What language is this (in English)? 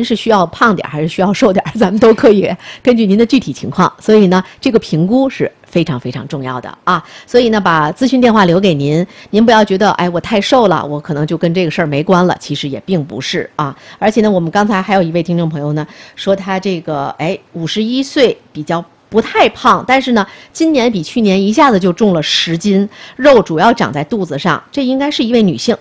Chinese